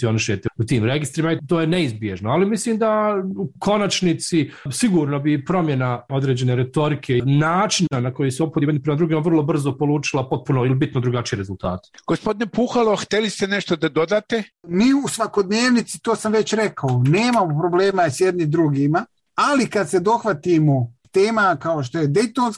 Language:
Bosnian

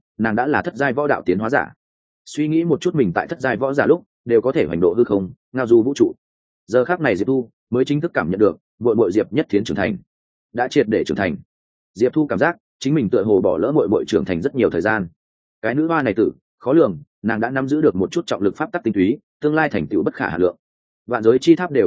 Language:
Vietnamese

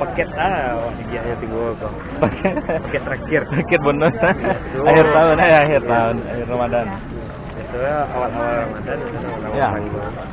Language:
Minangkabau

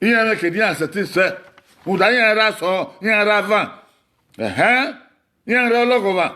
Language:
Bini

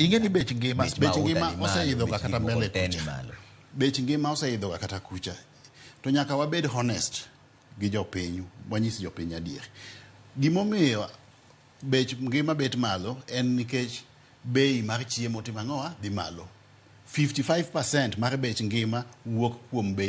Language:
Luo (Kenya and Tanzania)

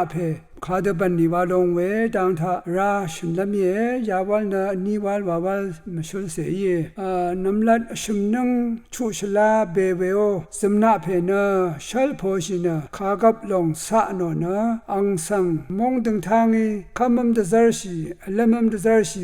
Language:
Rawang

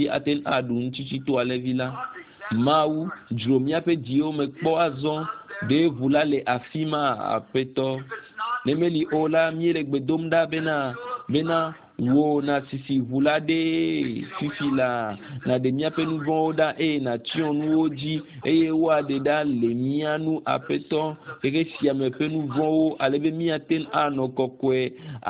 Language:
Ewe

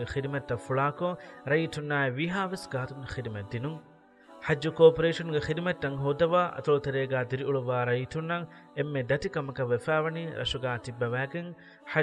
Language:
Divehi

